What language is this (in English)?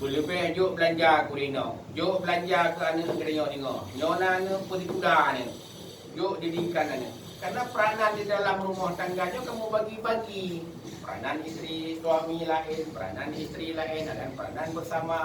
Achinese